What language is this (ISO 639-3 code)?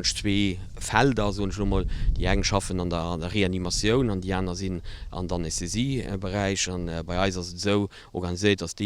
ltz